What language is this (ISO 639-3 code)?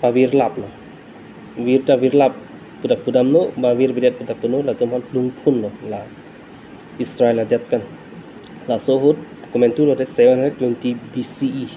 mjw